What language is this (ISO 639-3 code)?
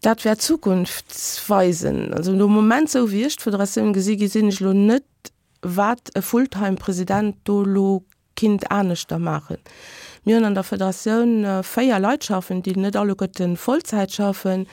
ltz